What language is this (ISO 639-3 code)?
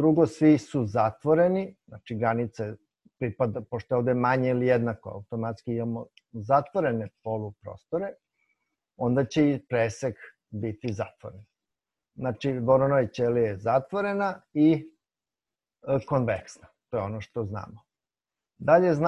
srp